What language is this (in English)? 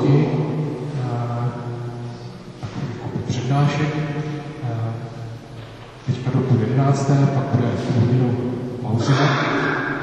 Czech